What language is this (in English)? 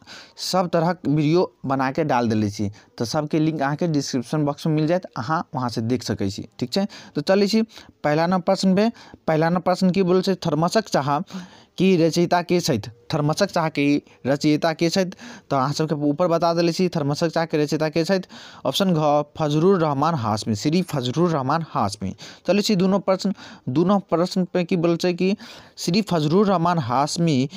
Maithili